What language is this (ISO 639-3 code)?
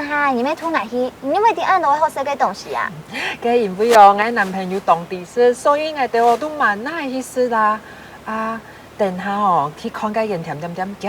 hak